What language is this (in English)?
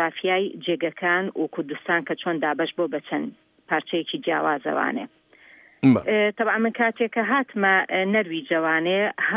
Central Kurdish